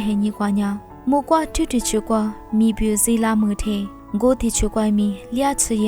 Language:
Lisu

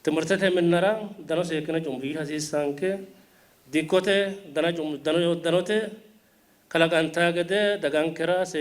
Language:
Sidamo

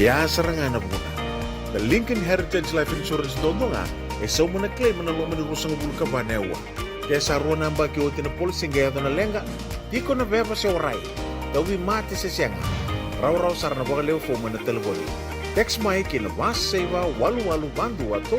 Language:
Fijian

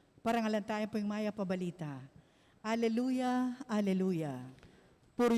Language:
Pampanga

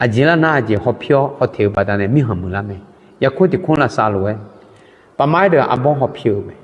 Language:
Akha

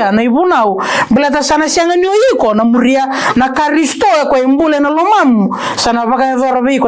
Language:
Fijian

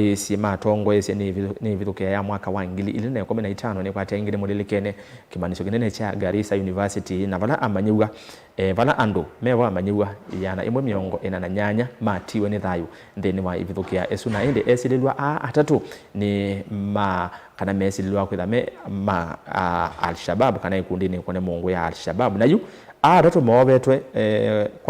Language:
Kamba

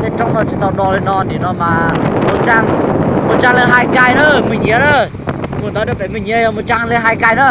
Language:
Hmong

